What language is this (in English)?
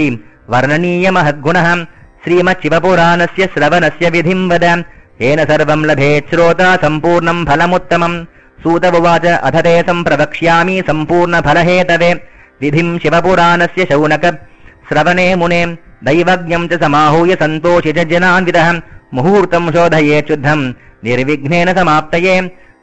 Sanskrit